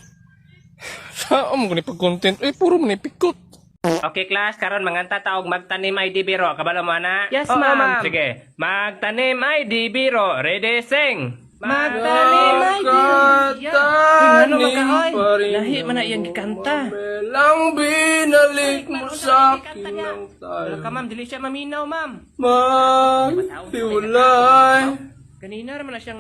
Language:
Cebuano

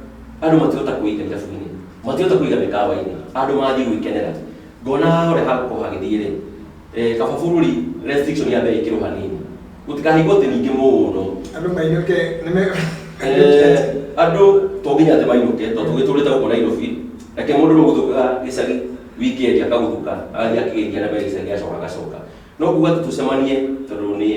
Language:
Kikuyu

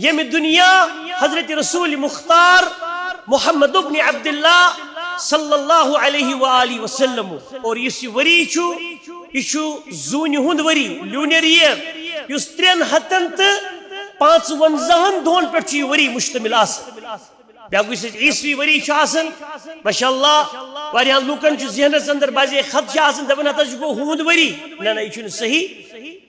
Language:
Kashmiri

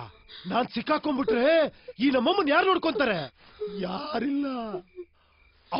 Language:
Kannada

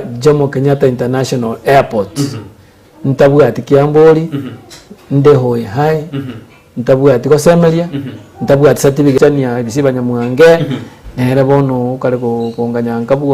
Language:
Gusii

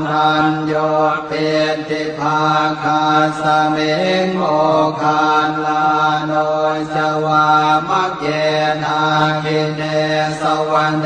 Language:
Pali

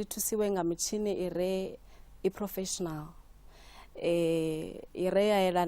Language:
Venda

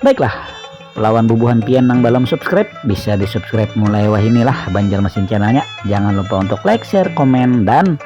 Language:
Banjar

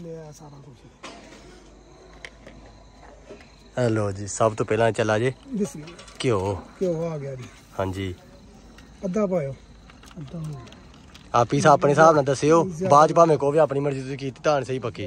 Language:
Punjabi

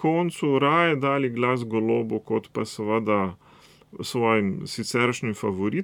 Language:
Slovenian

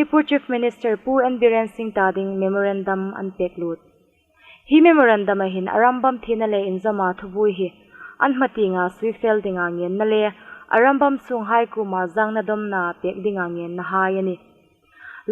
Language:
Hmar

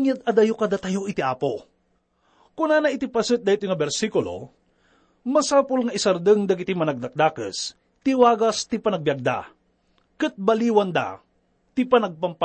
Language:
Iloko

